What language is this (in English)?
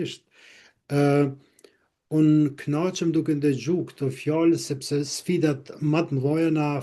Albanian